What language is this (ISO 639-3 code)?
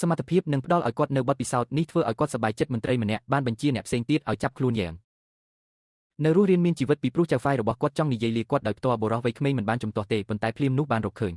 khm